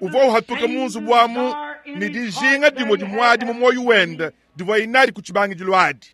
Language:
Luba-Lulua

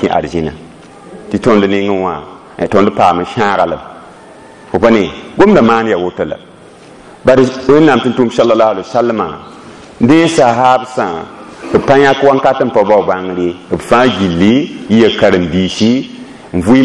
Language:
Mossi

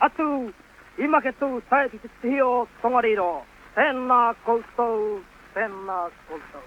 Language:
Māori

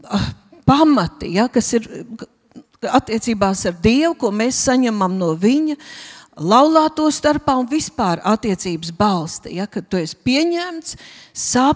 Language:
Latvian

